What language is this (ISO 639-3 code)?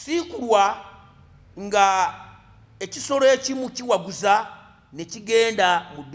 lug